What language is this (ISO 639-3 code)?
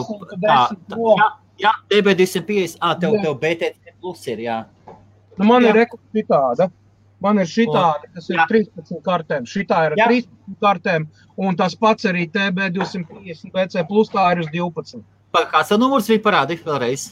lav